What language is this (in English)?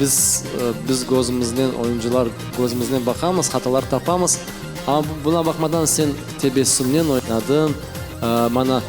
Crimean Tatar